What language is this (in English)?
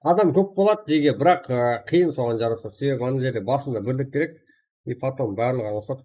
Kara-Kalpak